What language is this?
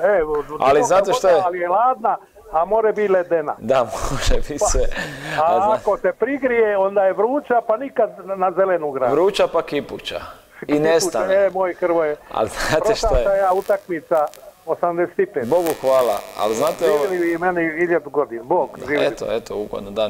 Croatian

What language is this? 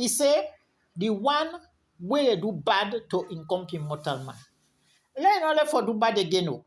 Krio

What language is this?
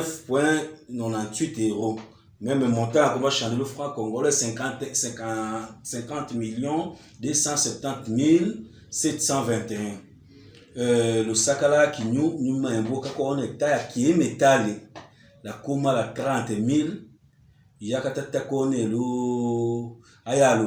Tetela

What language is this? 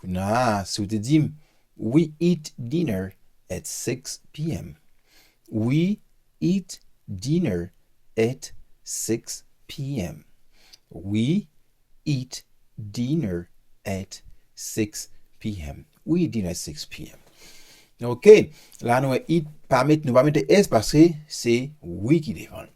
Haitian Creole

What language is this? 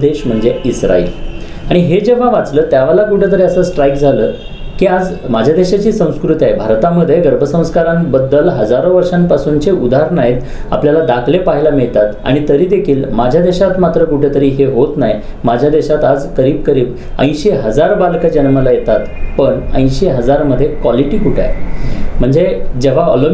Marathi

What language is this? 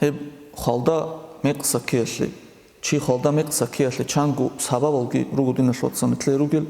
Avaric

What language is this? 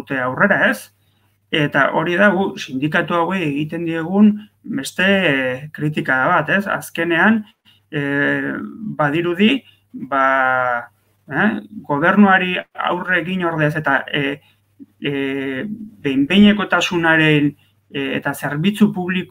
Basque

